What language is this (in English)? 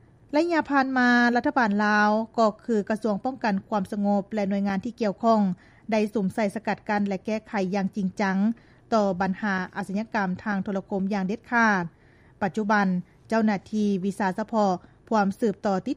Lao